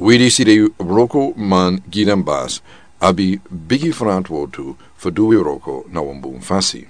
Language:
Sranan Tongo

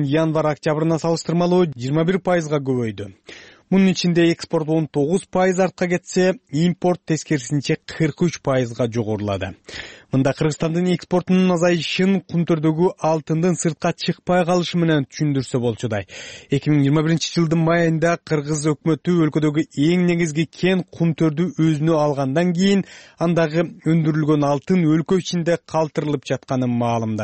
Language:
Kyrgyz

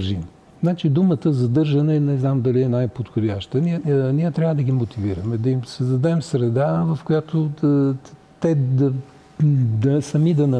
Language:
Bulgarian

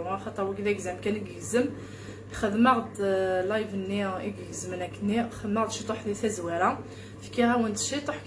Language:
Kabyle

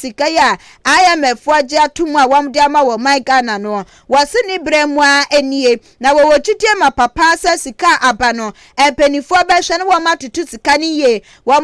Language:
Akan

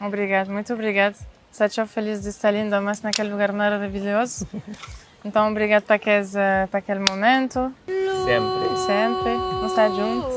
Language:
Kabuverdianu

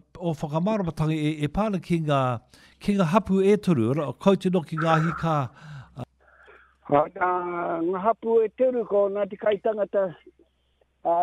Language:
Māori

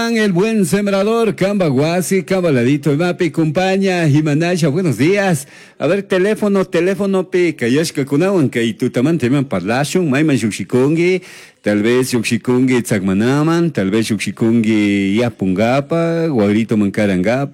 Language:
Chimborazo Highland Quichua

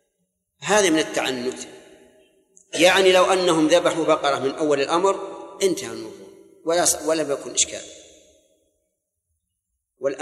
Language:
Arabic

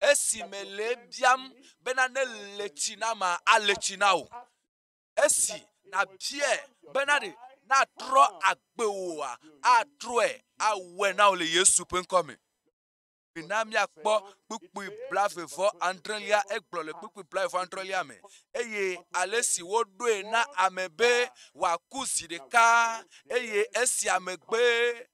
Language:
Ewe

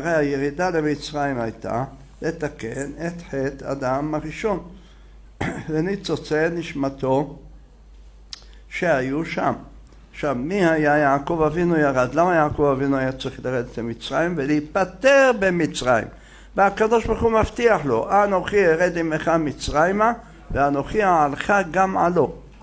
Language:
Hebrew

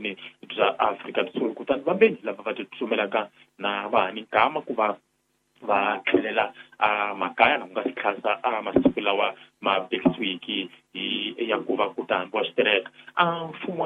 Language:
Tsonga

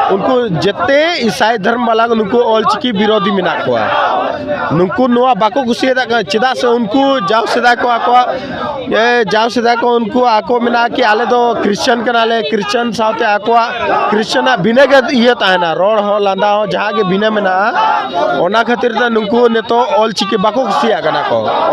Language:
Santali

